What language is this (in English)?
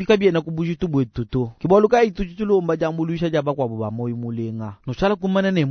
Luba-Lulua